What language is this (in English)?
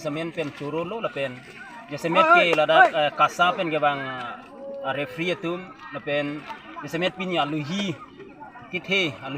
Karbi